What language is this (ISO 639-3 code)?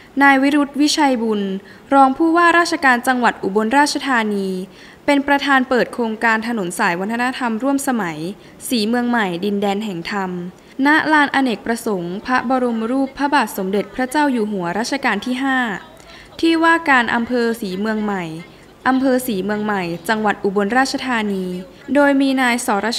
tha